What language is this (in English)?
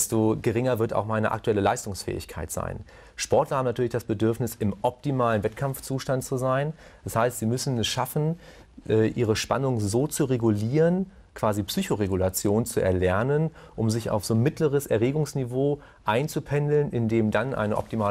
German